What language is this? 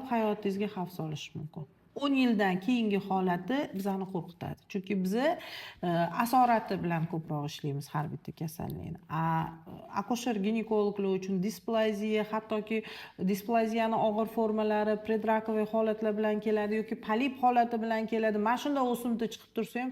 Uzbek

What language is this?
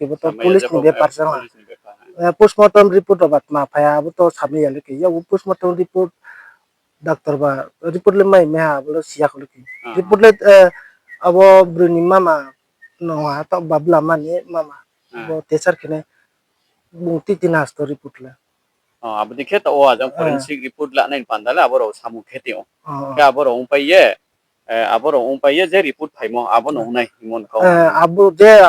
Riang (India)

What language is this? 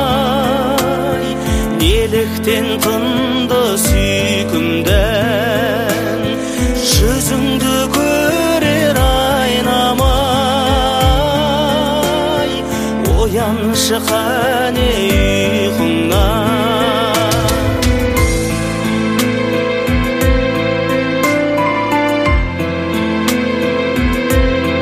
Kazakh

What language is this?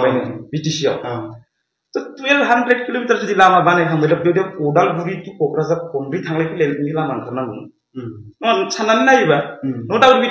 Bodo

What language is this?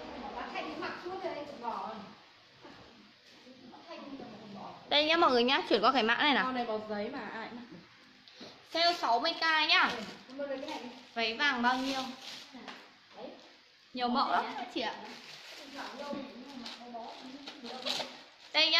Vietnamese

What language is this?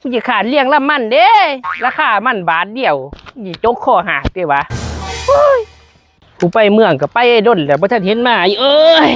Northeastern Thai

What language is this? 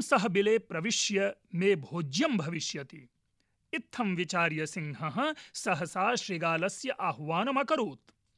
Sanskrit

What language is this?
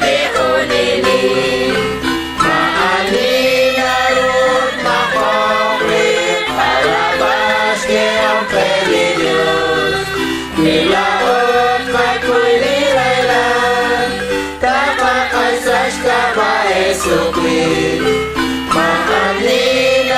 Kekchí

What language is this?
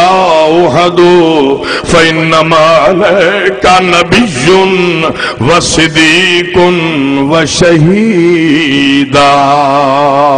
Saraiki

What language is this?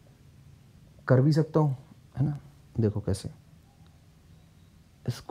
Hindi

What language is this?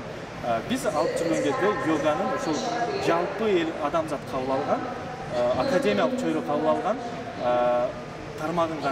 Kyrgyz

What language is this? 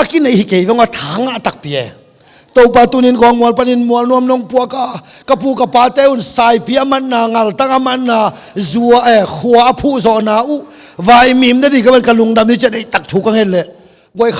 Tedim Chin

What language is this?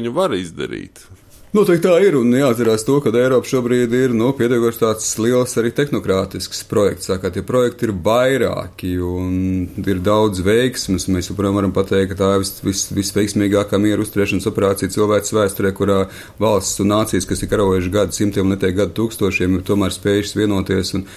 Latvian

